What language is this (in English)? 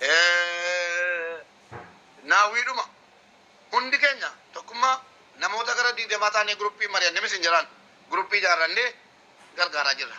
Oromo